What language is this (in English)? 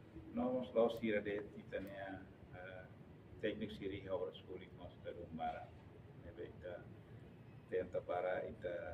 Tetum